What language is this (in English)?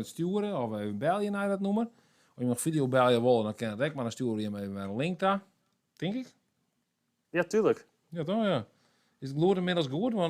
Western Frisian